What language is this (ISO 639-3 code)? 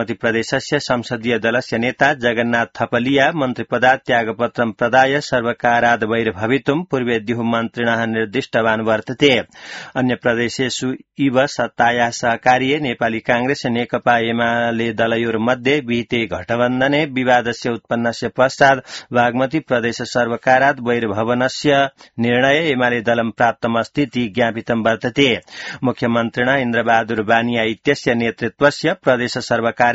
san